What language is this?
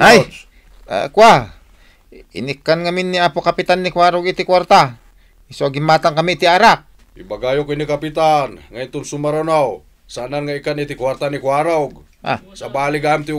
Iloko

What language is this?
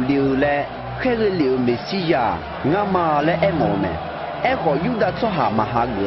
Akha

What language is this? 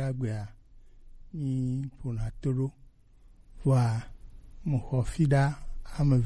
Gen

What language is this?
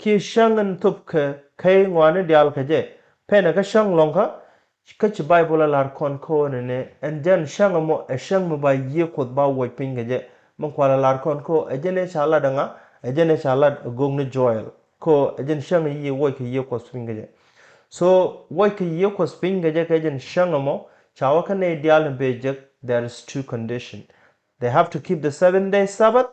Nuer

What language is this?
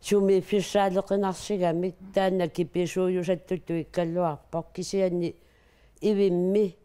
Kalaallisut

